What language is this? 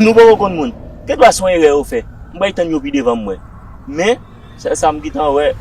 Haitian Creole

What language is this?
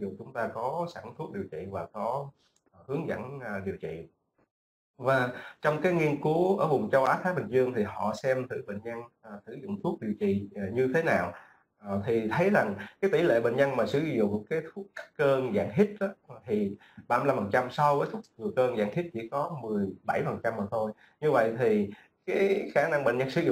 Vietnamese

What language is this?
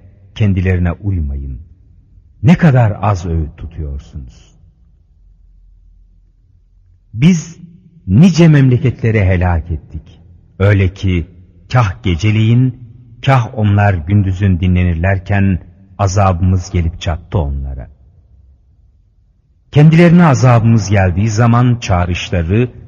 Turkish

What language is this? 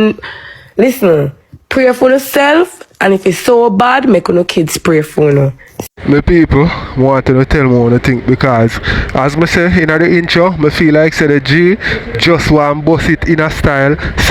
Jamaican Creole English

